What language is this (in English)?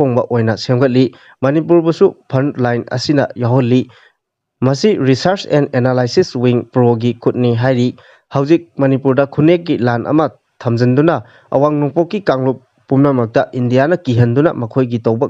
Manipuri